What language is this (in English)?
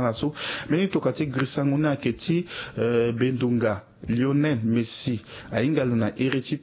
Sango